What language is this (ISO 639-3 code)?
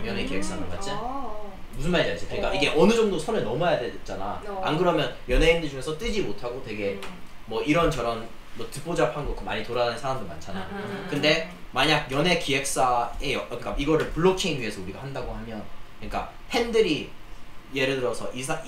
kor